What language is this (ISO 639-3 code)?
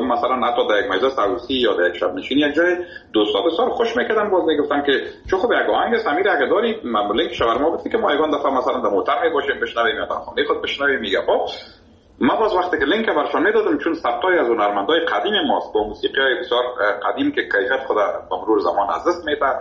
fas